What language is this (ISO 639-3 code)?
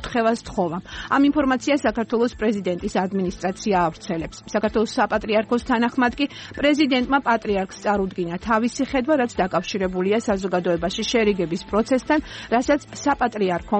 kat